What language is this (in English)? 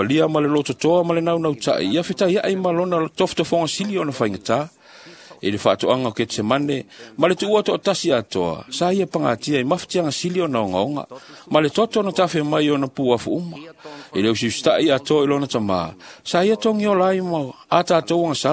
Samoan